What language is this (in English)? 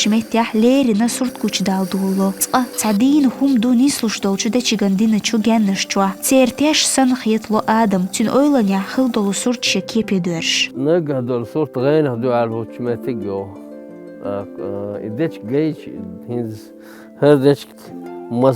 Chechen